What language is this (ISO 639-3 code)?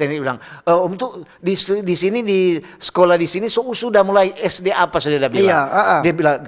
xmm